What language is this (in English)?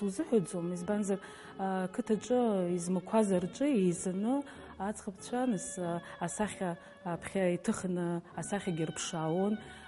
Abkhazian